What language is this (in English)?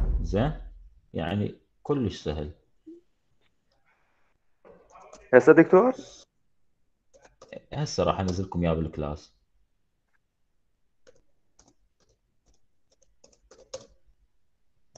Mesopotamian Arabic